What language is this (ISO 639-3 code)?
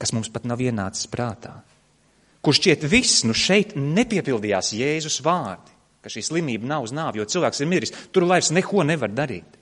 lav